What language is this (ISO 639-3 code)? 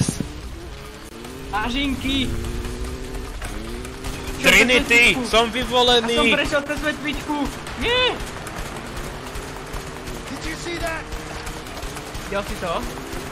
slk